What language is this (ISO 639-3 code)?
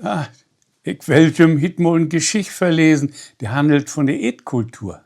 nds